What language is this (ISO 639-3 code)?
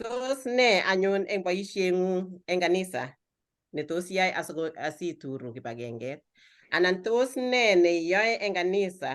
kln